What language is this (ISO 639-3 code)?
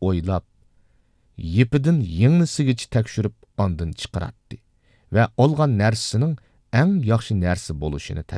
uig